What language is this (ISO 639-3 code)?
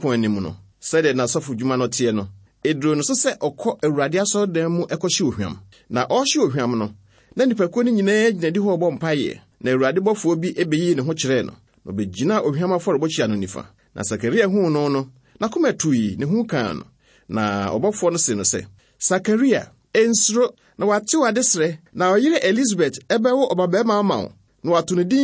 aka